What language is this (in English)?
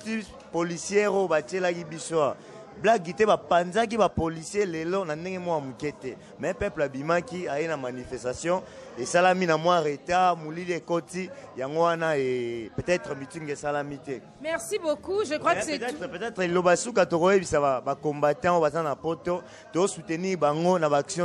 Lingala